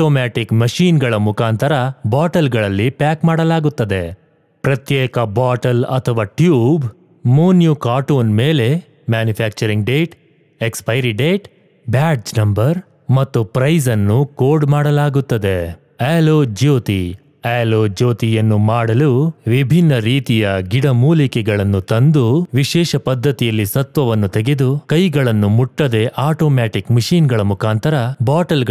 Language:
Kannada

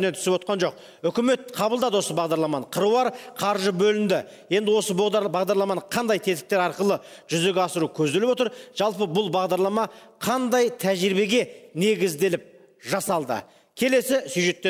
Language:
Kazakh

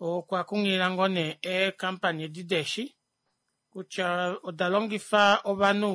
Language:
Kuanyama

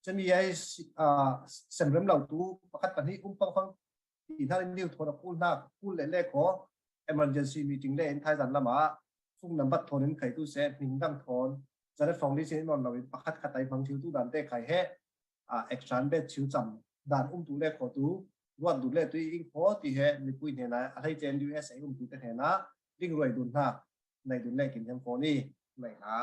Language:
Falam Chin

